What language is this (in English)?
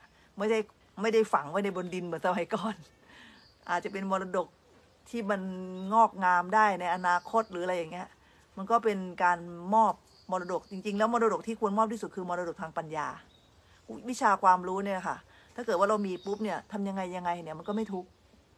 Thai